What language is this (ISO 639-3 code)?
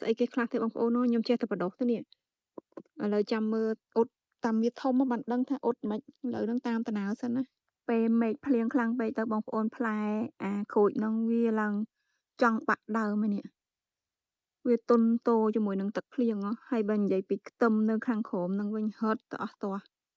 khm